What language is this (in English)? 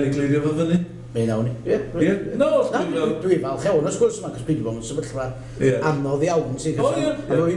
Welsh